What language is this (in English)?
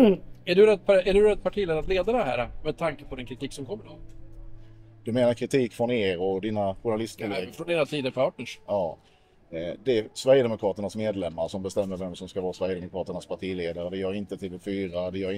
Swedish